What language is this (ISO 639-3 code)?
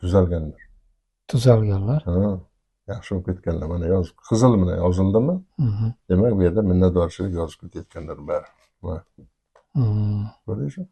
uzb